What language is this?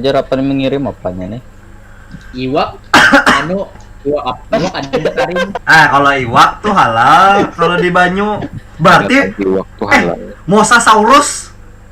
Banjar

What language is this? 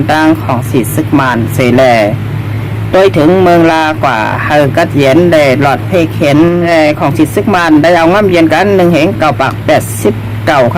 Shan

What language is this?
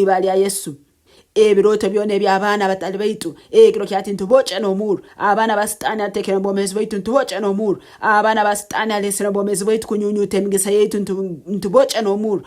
Nyoro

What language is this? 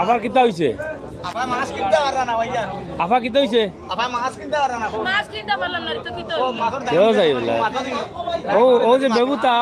Sylheti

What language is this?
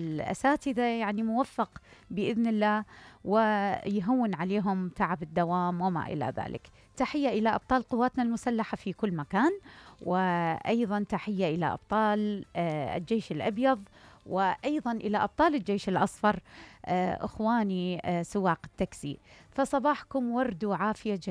Mesopotamian Arabic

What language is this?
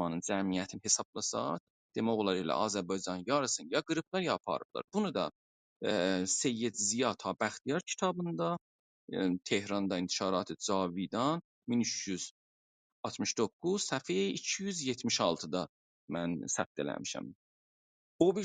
South Azerbaijani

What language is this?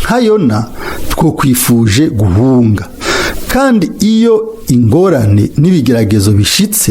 Rundi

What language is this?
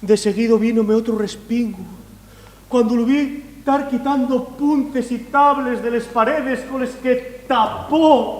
Asturian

